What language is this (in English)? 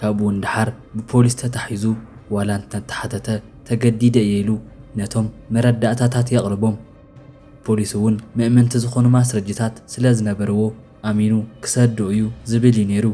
Tigrinya